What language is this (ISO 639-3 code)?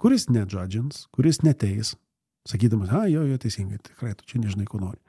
lit